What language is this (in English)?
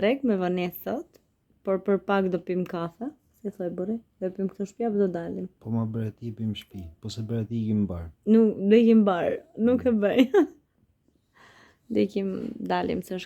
Albanian